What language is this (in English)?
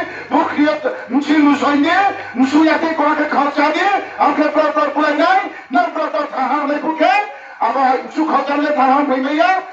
Riang (India)